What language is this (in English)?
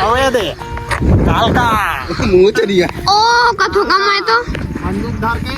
Chhattisgarhi